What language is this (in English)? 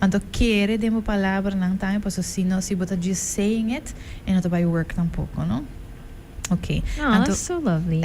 Papiamento